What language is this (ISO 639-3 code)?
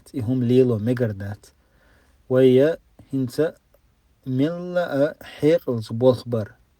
che